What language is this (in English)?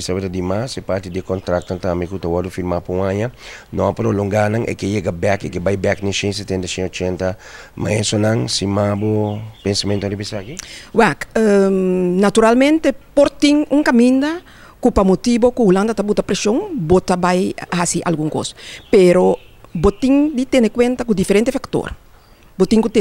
Papiamento